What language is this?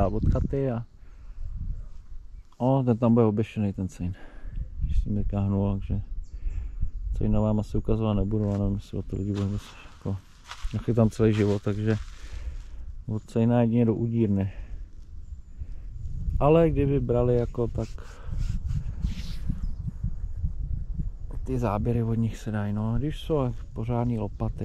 Czech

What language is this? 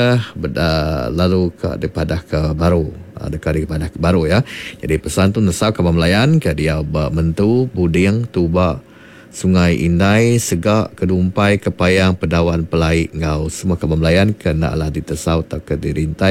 Iban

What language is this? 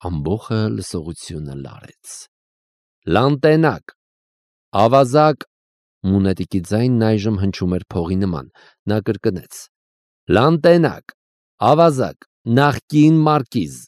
Armenian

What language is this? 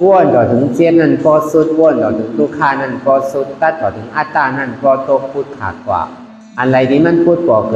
Shan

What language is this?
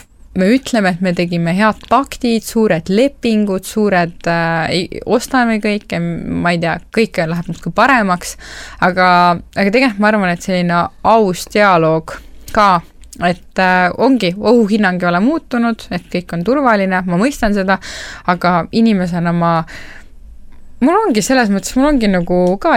Estonian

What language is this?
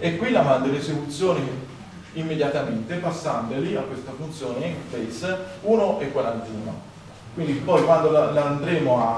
Italian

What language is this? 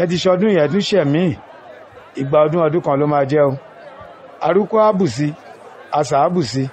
Yoruba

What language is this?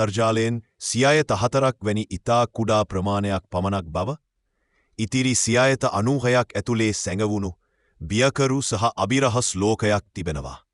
Sinhala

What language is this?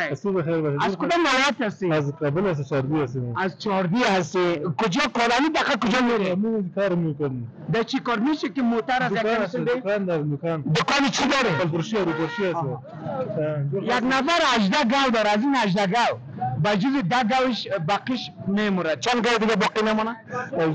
Persian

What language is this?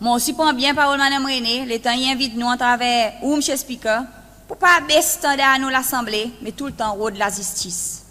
Seselwa Creole French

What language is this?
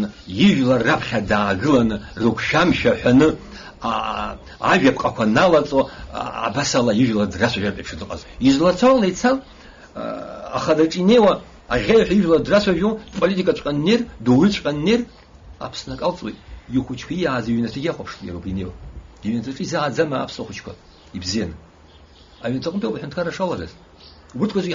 Abkhazian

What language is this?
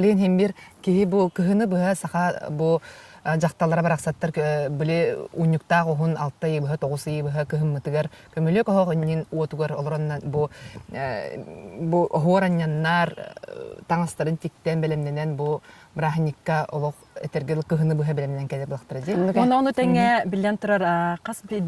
Yakut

